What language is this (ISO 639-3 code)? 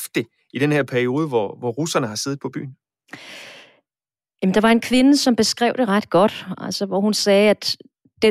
dan